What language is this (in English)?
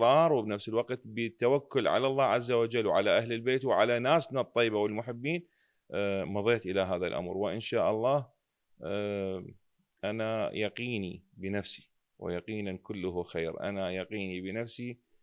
Mesopotamian Arabic